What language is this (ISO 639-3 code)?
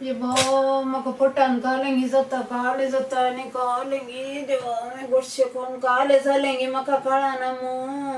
kok